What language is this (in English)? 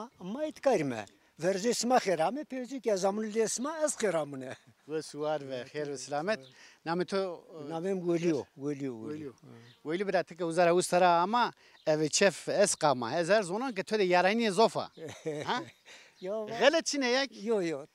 Zaza